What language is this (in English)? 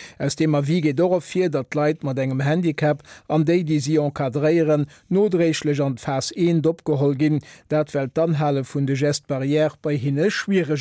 Luxembourgish